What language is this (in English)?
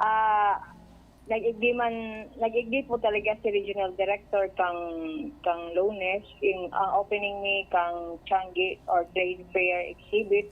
Bikol